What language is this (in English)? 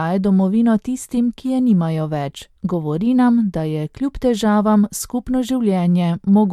Slovenian